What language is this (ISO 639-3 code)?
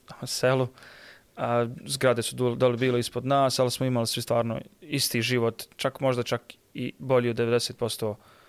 srp